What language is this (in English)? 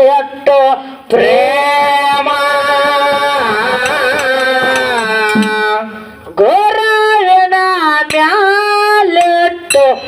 Kannada